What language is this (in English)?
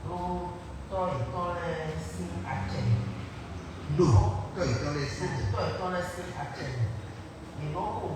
Fon